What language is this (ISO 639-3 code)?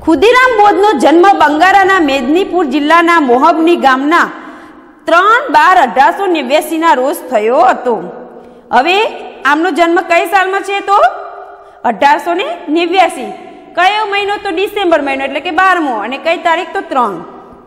guj